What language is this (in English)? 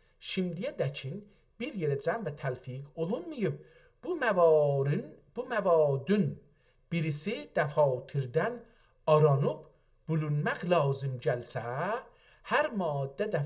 South Azerbaijani